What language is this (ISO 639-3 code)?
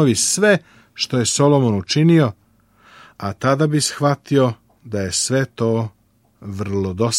srp